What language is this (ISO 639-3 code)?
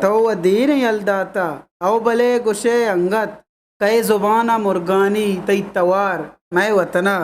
bgp